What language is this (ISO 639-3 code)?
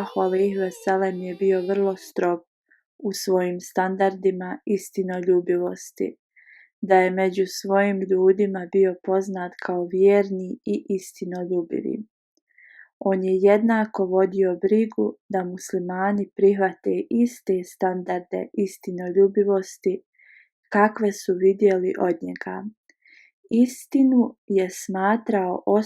bos